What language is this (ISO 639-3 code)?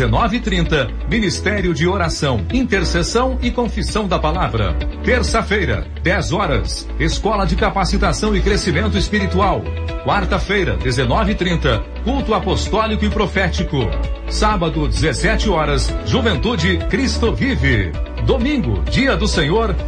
por